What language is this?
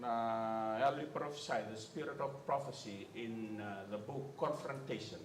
Fijian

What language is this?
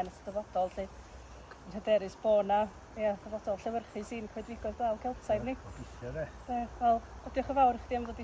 Welsh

